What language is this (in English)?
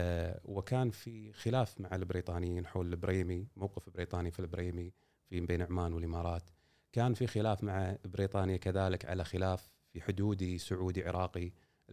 Gulf Arabic